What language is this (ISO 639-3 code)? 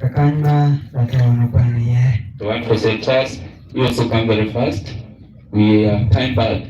ach